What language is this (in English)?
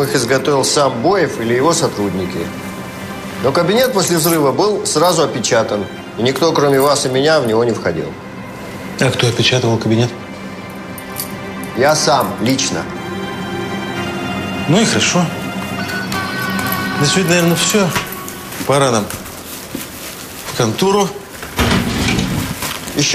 Russian